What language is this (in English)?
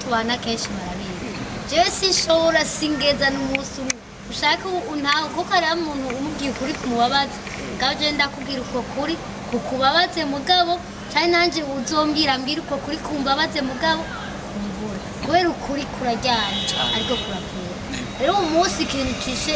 Rundi